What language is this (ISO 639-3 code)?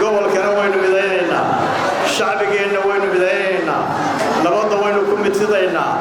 som